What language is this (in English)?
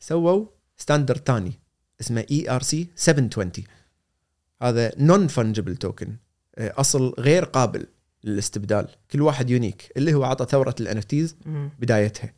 Gulf Arabic